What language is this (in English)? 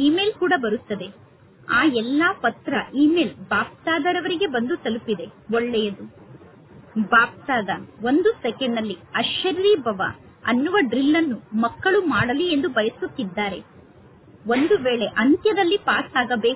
Kannada